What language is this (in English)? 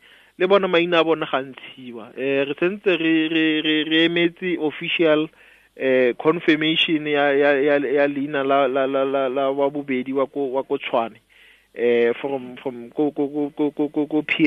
Tswana